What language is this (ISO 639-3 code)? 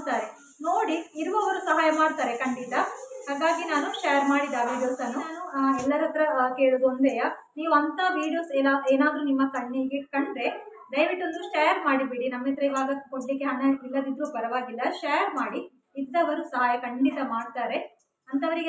kan